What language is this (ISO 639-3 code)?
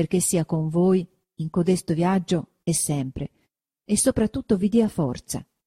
ita